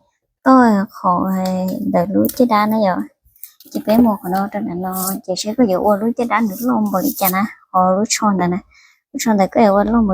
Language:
Hmong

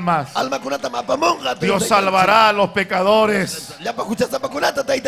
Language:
Ayacucho Quechua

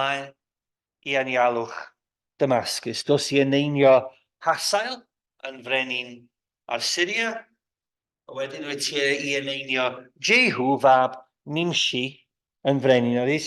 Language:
Welsh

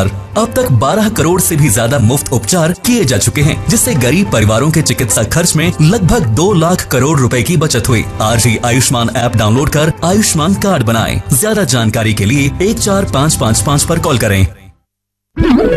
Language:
Hindi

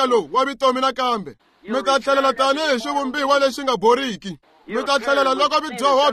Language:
Tsonga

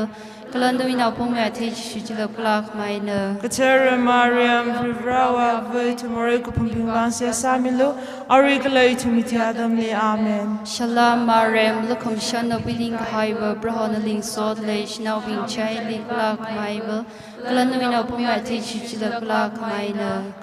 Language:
Tangkhul Naga (India)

